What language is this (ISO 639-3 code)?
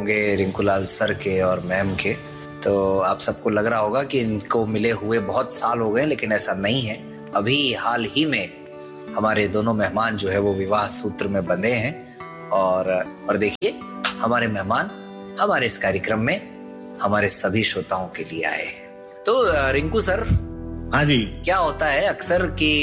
hin